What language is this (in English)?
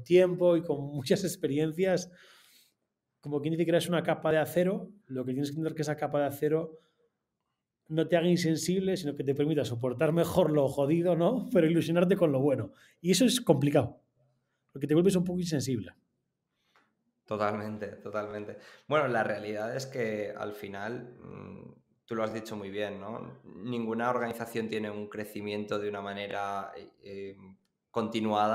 Spanish